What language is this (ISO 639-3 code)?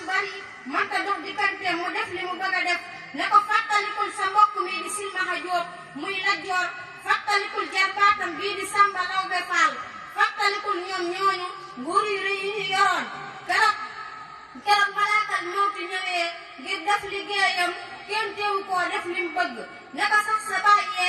wol